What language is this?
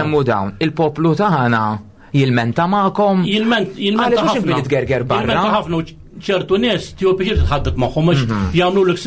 Maltese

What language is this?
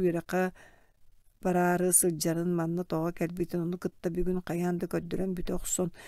Yakut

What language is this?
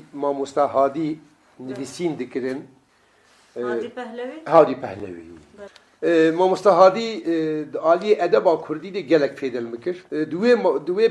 Kurdish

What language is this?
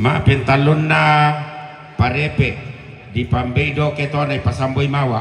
Toraja-Sa'dan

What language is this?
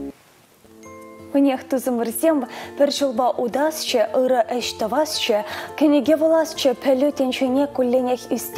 Chuvash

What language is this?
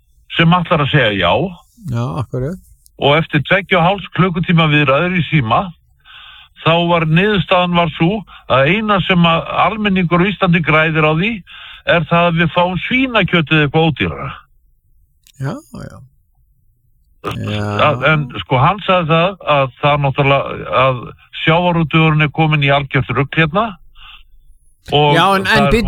Icelandic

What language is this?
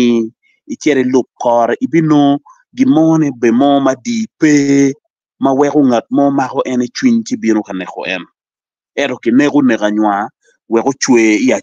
Acoli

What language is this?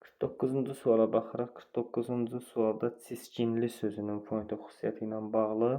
Azerbaijani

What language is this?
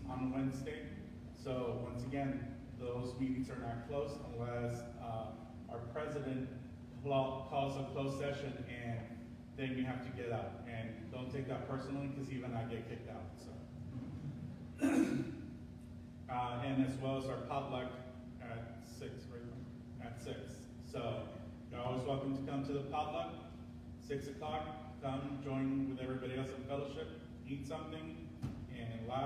English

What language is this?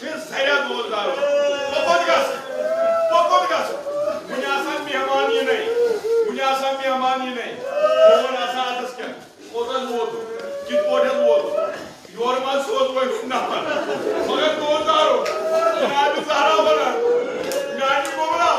Kashmiri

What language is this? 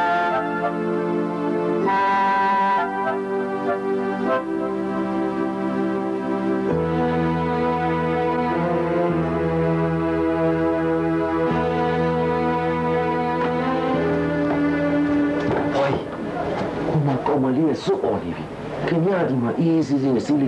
Burmese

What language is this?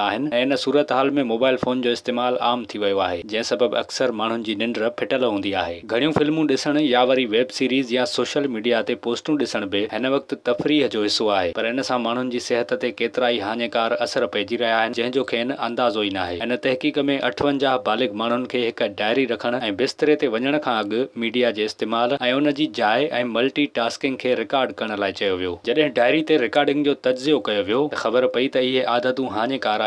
Sindhi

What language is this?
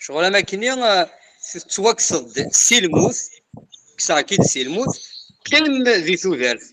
Kabyle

